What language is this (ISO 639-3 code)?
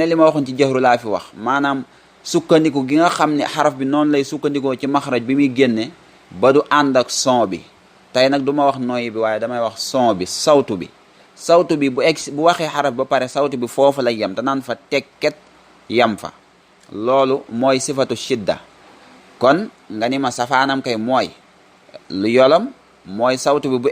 wol